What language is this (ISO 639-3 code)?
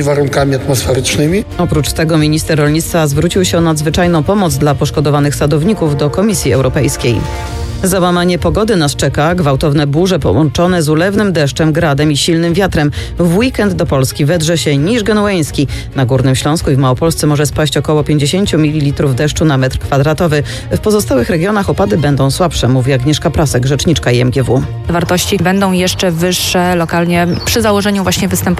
pol